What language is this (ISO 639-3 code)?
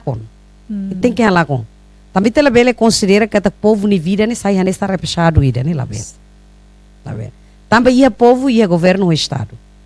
tet